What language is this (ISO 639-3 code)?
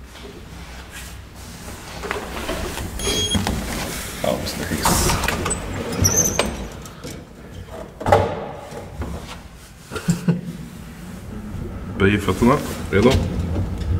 swe